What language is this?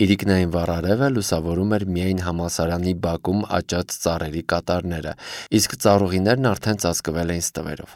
Armenian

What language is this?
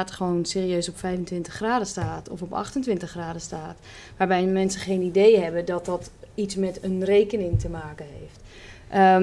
Dutch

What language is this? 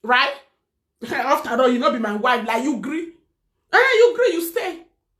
Nigerian Pidgin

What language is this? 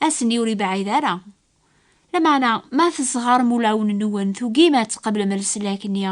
Kabyle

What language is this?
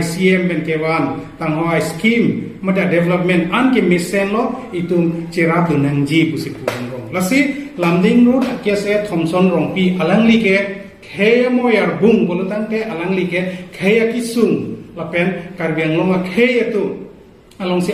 Karbi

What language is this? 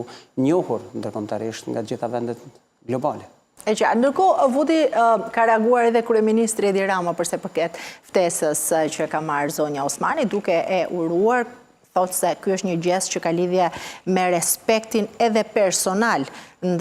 Albanian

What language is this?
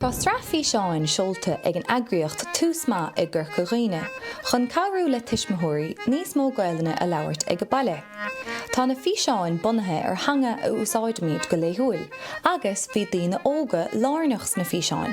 Irish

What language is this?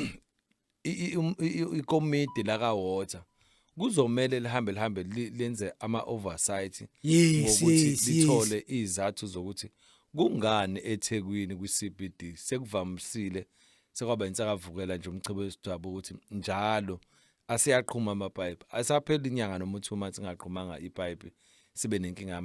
Zulu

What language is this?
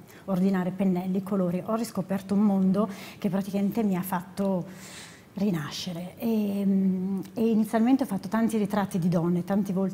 Italian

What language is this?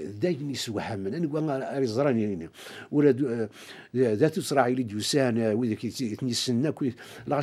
Kabyle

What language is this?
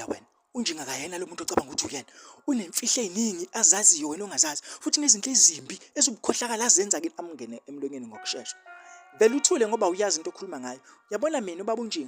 Zulu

